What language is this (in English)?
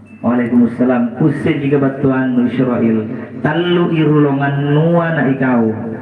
Makasar